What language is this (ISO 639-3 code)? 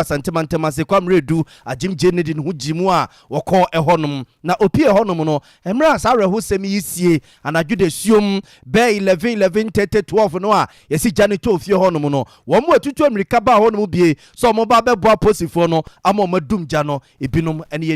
aka